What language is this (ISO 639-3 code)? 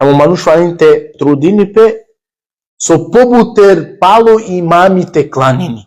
rmn